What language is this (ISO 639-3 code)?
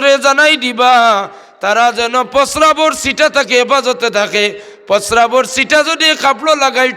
syl